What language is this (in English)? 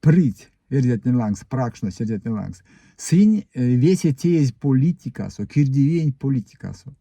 Erzya